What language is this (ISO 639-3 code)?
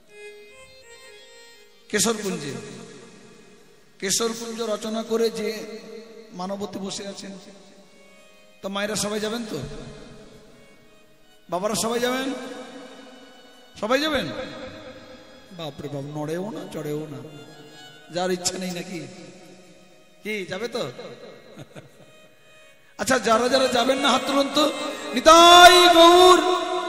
ben